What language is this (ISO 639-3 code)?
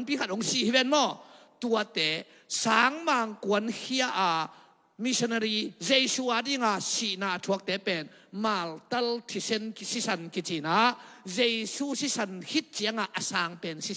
ctd